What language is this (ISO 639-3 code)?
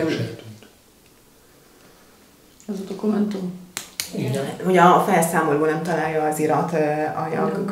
hun